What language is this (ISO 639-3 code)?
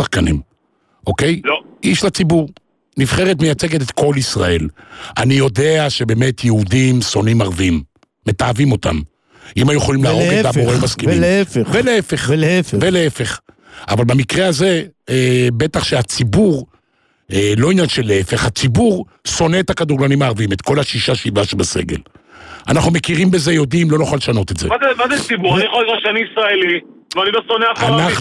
heb